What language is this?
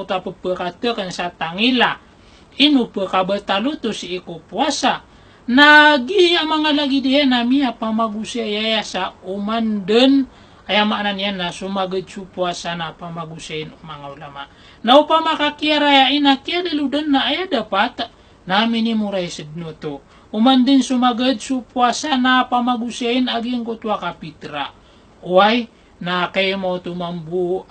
Maranao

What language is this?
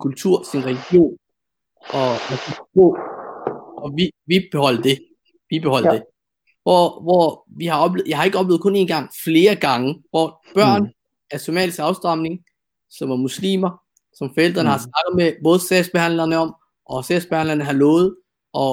Danish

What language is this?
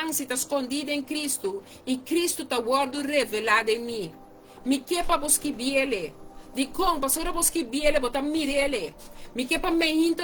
Papiamento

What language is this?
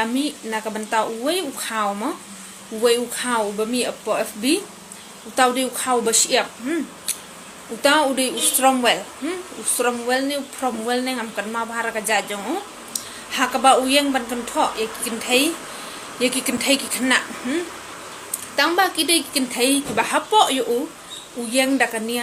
Khasi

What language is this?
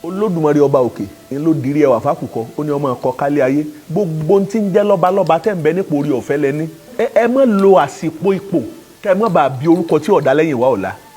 Yoruba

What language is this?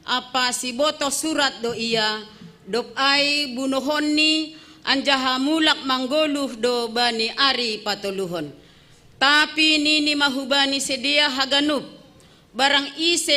Batak Simalungun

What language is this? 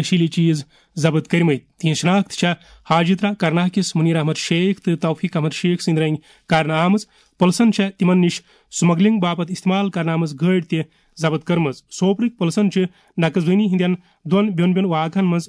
Kashmiri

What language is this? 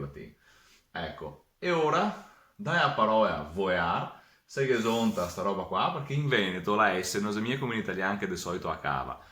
Venetian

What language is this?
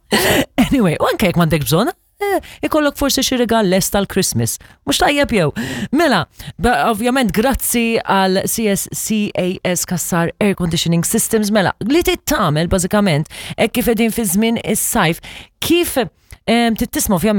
Maltese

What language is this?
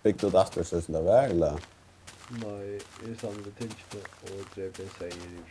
Faroese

